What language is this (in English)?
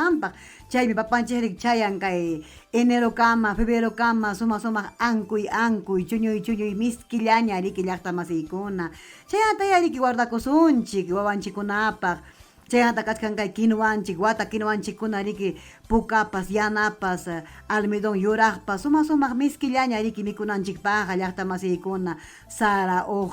Ayacucho Quechua